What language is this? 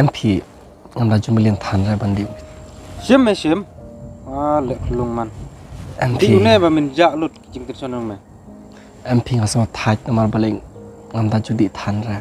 Khasi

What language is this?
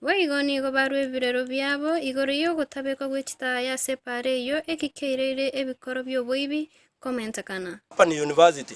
Gusii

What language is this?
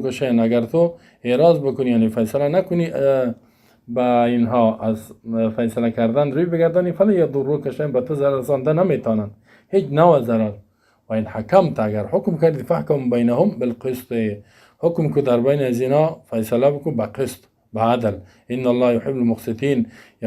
Persian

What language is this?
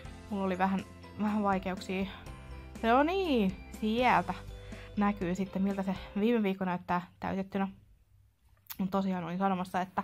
Finnish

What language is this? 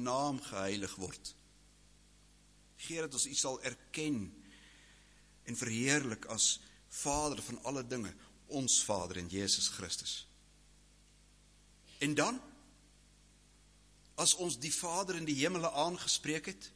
Afrikaans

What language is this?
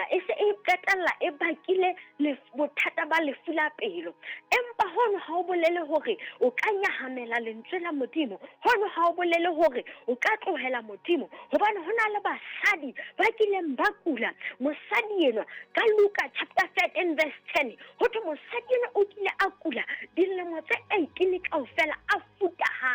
Southern Sotho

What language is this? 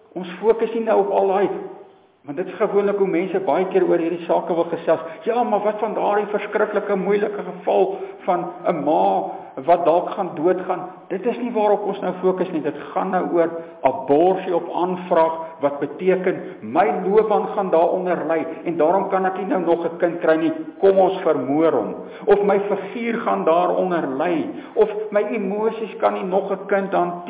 Afrikaans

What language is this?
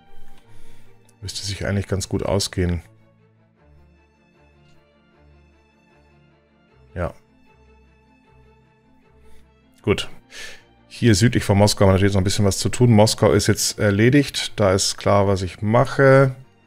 German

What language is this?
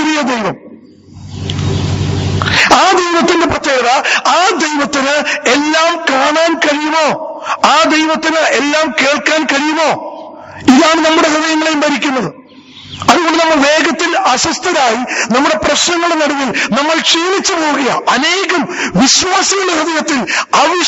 Malayalam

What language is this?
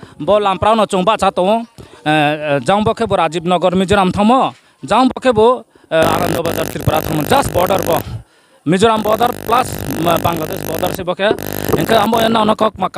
Riang (India)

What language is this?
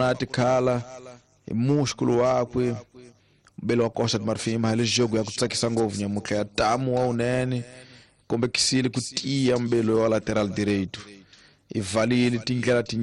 Tsonga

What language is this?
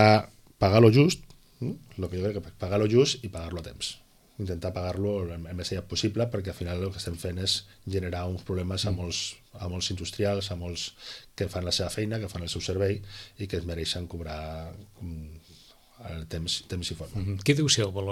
Catalan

